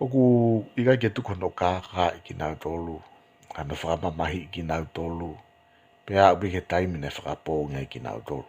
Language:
Tongan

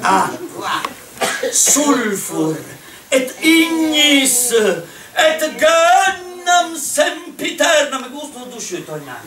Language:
Sardinian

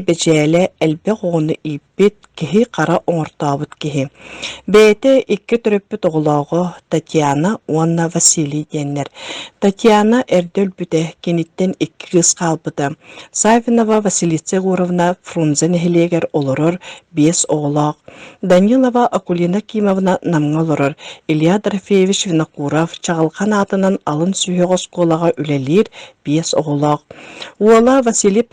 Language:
Yakut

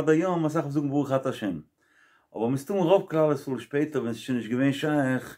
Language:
Yiddish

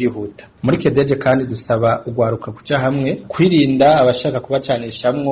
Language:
Rundi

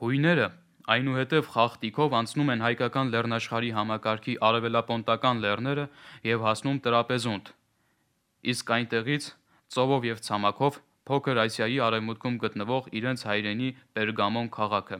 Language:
Armenian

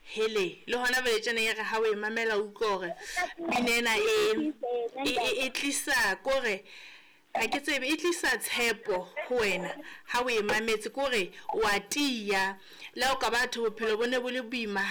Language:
Southern Sotho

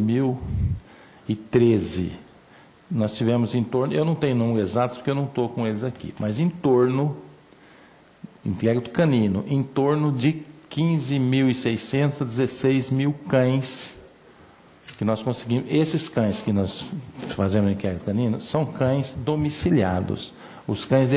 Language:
Portuguese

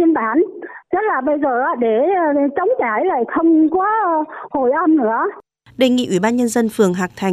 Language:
Vietnamese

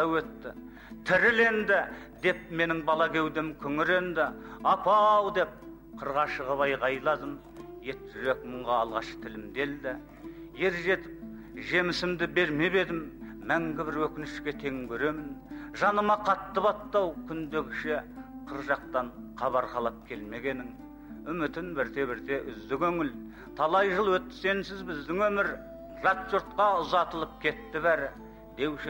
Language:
Kazakh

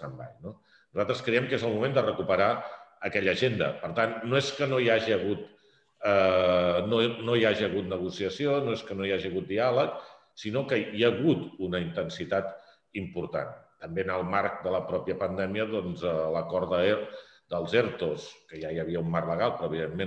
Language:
Catalan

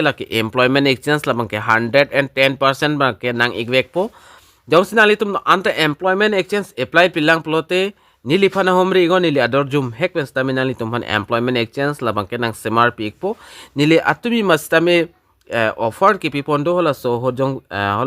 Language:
Karbi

